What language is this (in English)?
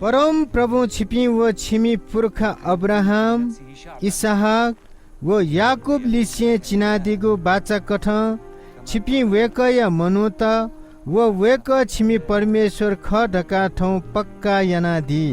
Newari